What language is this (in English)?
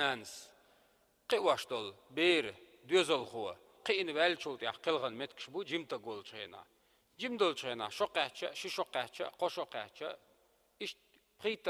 Chechen